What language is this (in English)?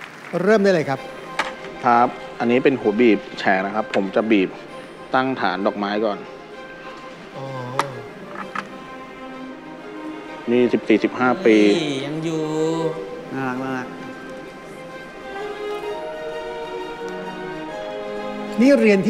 Thai